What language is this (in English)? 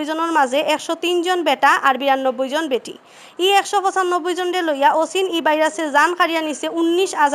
Sylheti